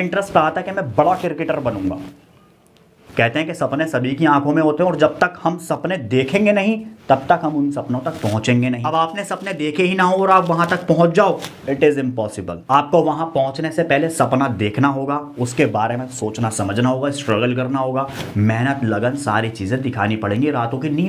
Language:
Hindi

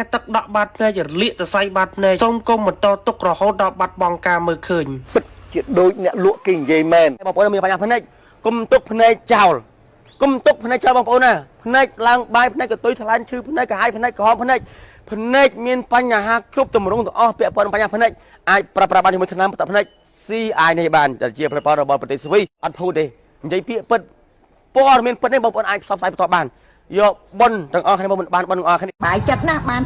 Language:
Khmer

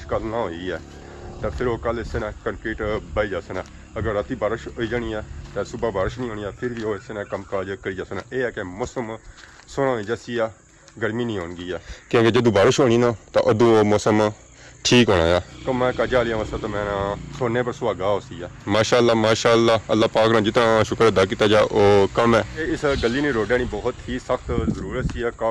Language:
Pahari-Potwari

